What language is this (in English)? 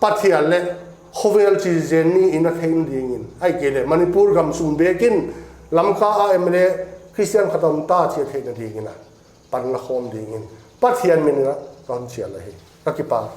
Paite Chin